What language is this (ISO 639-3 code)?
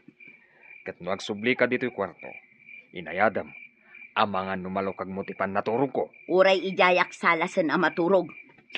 ilo